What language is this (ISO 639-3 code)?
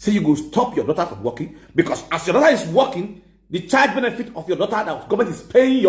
pcm